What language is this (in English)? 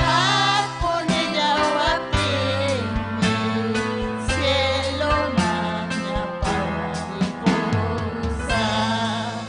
Ayacucho Quechua